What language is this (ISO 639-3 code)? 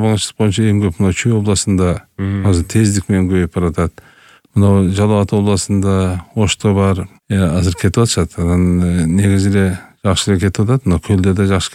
kir